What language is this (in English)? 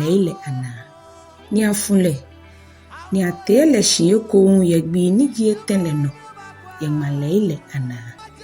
Ga